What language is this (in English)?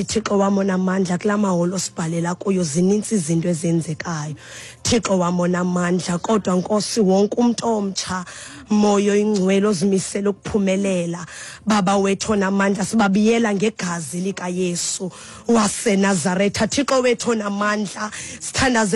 Xhosa